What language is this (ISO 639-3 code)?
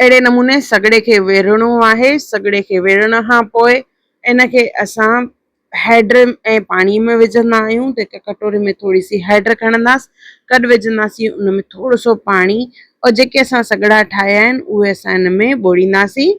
snd